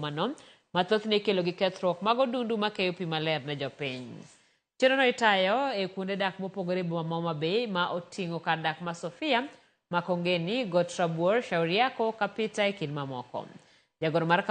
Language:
Luo (Kenya and Tanzania)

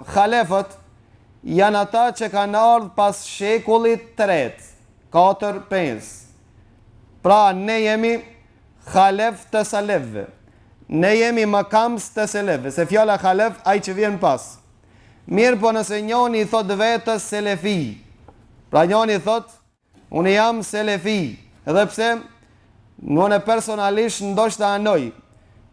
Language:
Albanian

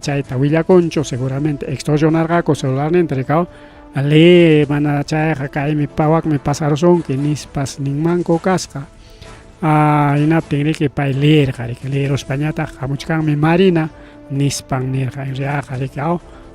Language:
Ayacucho Quechua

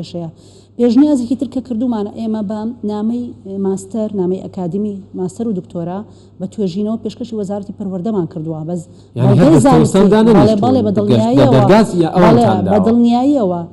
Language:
Central Kurdish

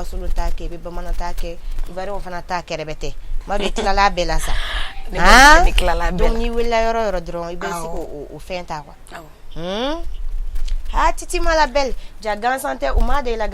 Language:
Bambara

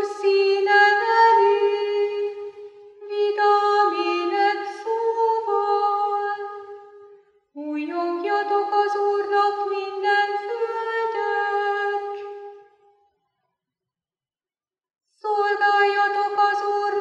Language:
Hungarian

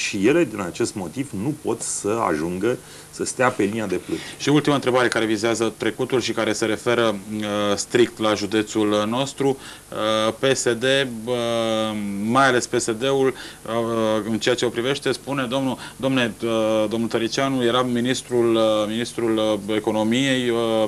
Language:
Romanian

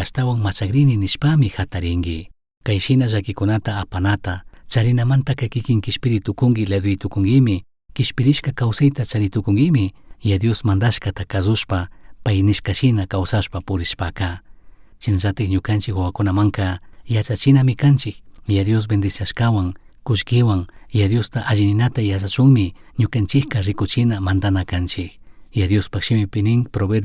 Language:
Chimborazo Highland Quichua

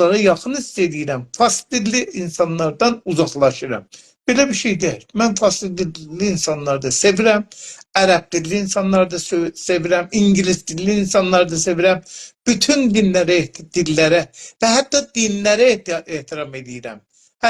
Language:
South Azerbaijani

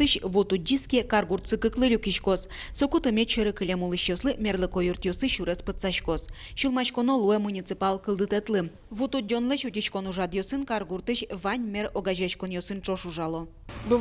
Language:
Udmurt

